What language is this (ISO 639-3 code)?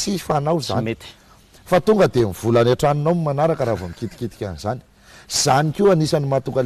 mlg